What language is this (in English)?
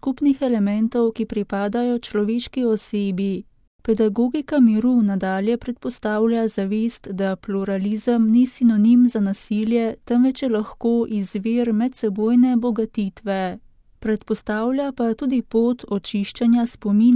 Slovenian